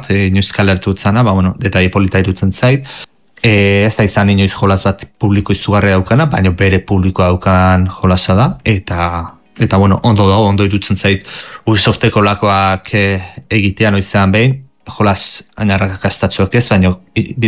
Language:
Basque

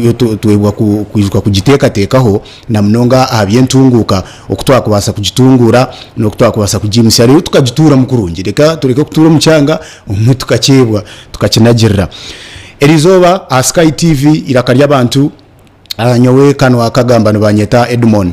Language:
Nyankole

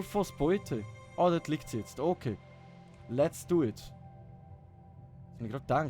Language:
Swiss German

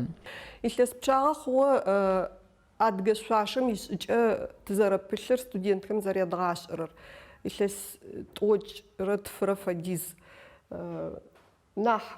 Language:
Adyghe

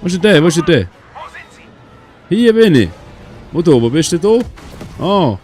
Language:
Swiss German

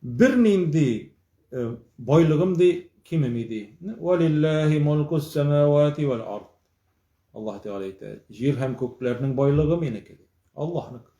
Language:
Tatar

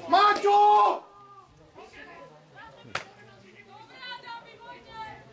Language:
Slovak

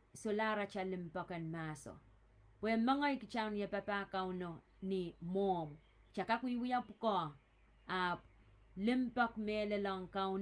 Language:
Pohnpeian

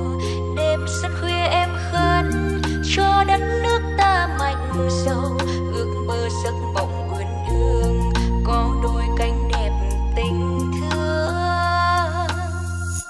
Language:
Vietnamese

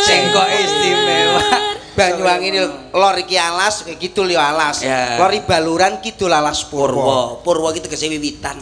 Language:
Javanese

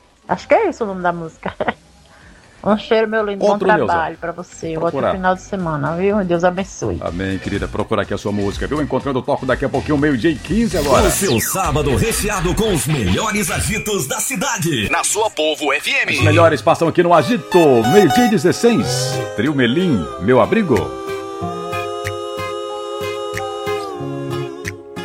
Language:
Portuguese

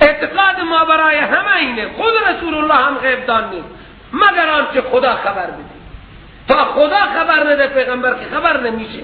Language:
Persian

